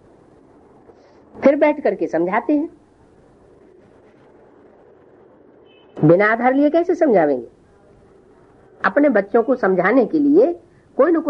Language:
Hindi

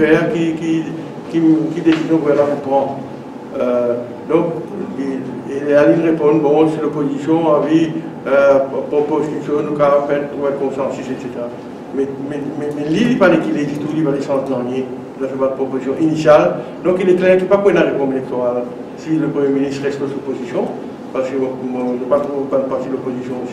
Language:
Morisyen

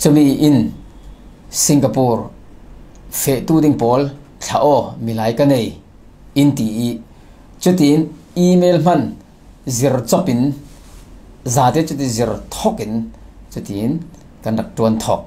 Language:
Falam Chin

